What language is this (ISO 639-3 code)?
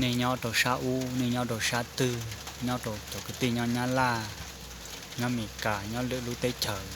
hmn